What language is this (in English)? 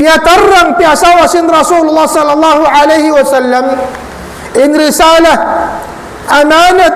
Tausug